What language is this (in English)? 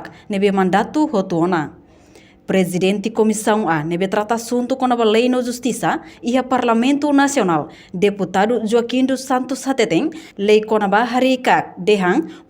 Tetum